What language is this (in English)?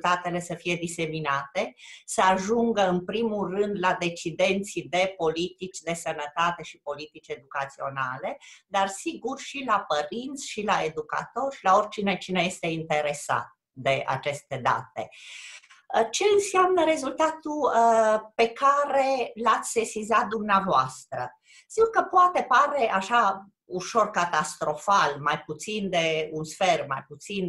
Romanian